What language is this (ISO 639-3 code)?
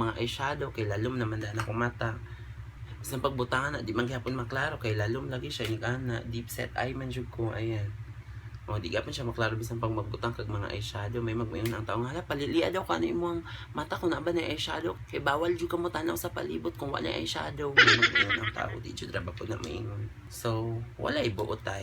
ceb